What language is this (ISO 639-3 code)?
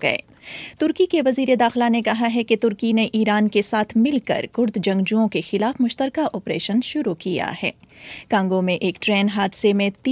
urd